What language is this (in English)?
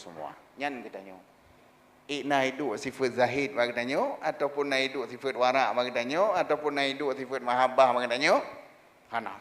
Achinese